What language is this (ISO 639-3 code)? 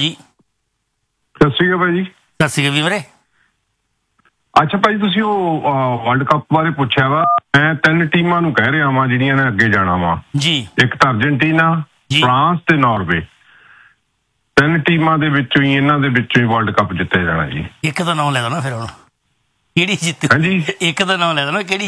pan